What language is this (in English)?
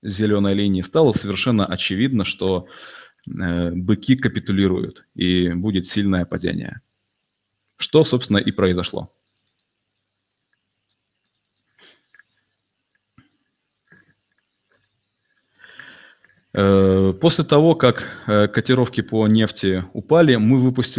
Russian